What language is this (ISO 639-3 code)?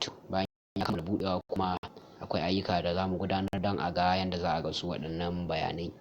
hau